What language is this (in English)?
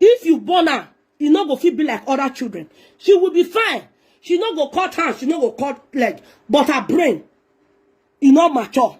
Nigerian Pidgin